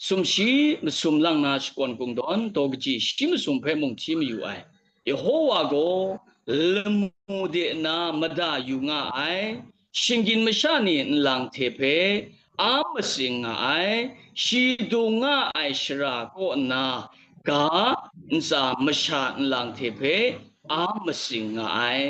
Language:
Kachin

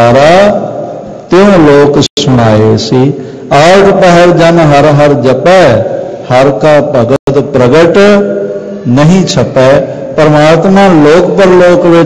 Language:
Punjabi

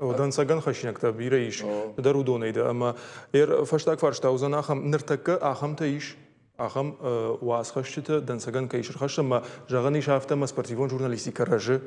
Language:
Ossetic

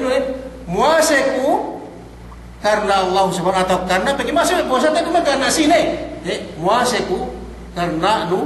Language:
Yakan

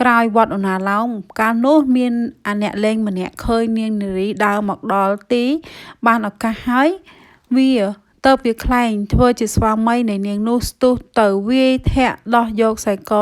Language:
Khmer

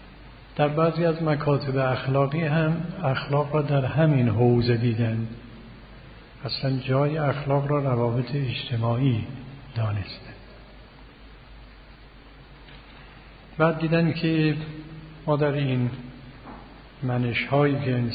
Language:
Persian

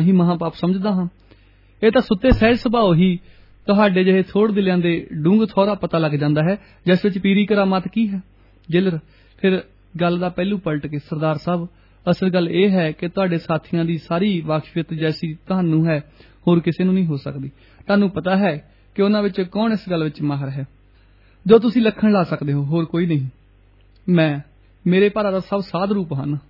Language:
Punjabi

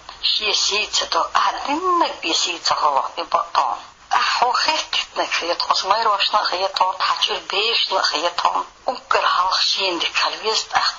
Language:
Chechen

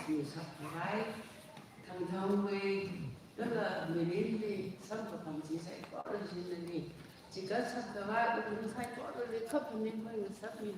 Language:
Tangkhul Naga (India)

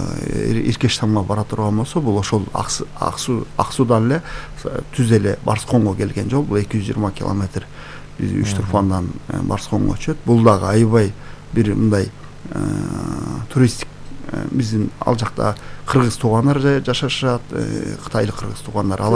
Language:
Kyrgyz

